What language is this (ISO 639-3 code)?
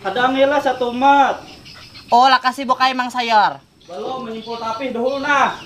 bjn